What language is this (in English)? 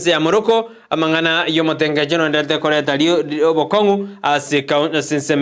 Gusii